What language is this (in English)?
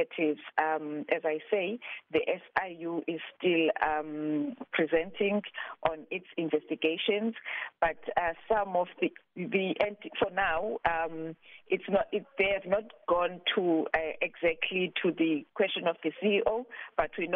English